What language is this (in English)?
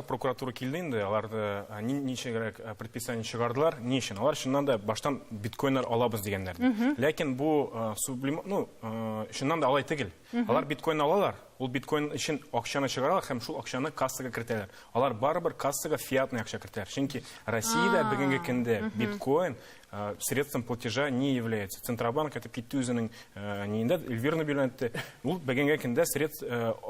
Tatar